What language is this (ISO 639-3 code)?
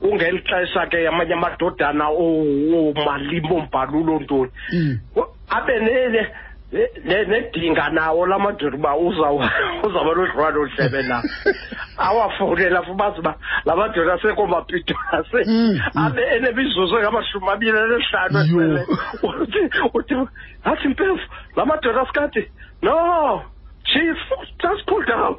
xho